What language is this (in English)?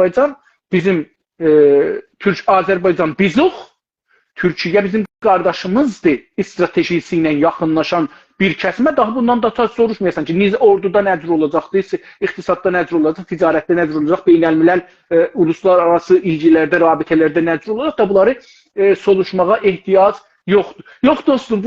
South Azerbaijani